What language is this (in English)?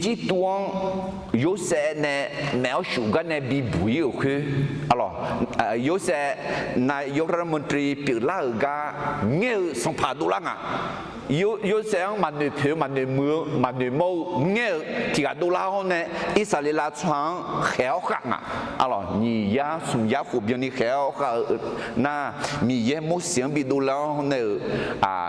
Akha